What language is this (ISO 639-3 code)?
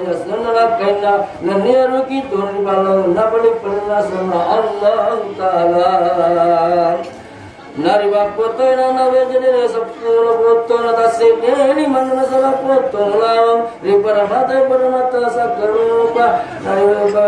bug